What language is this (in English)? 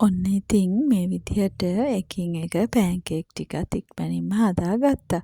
Sinhala